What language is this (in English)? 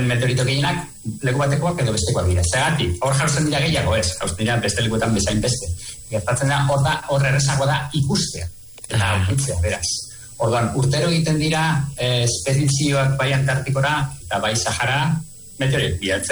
Basque